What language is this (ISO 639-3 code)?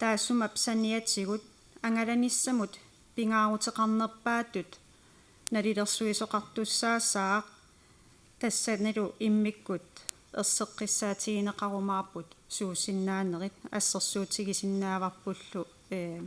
kal